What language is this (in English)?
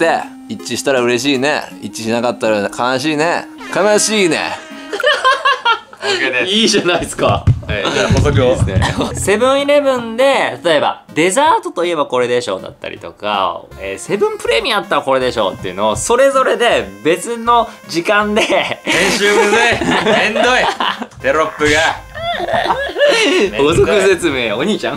Japanese